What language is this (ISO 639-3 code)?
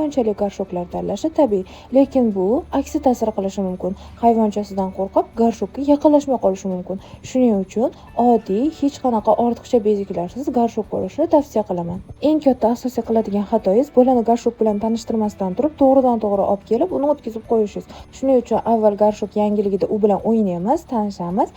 uzb